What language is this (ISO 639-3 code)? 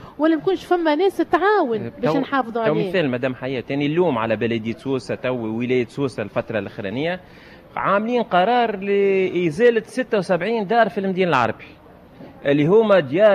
aeb